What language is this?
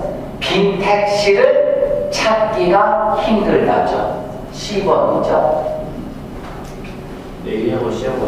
Korean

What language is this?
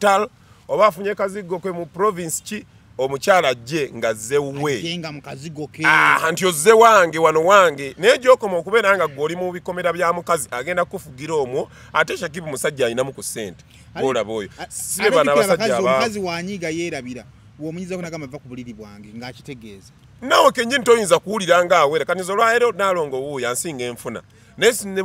Ganda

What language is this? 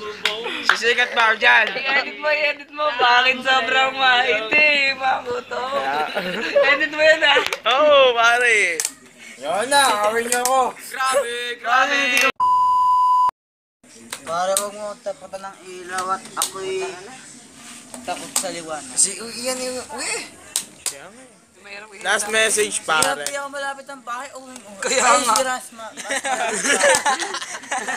Filipino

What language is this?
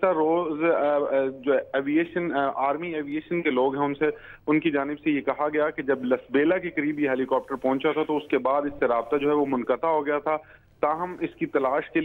Urdu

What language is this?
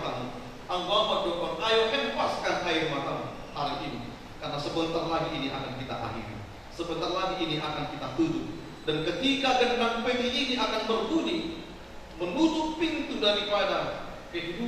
Batak Toba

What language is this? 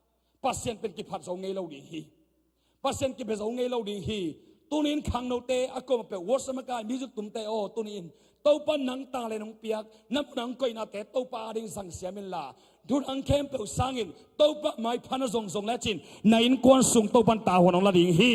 Tedim Chin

